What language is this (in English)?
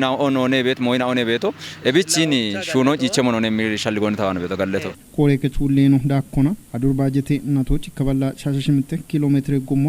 Kafa